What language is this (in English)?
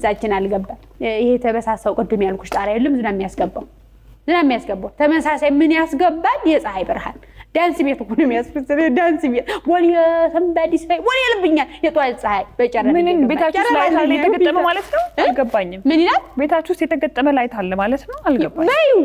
Amharic